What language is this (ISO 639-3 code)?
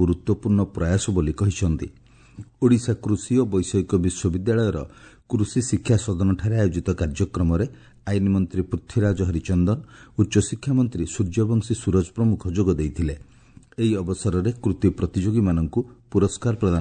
ori